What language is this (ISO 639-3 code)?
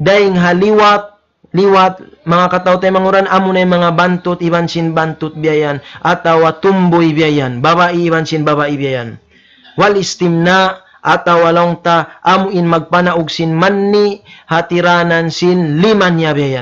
tsg